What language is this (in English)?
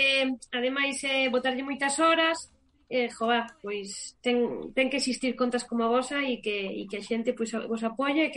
Galician